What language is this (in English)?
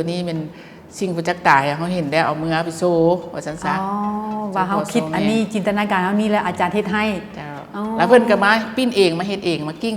Lao